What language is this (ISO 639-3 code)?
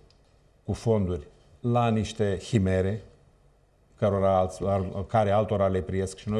ron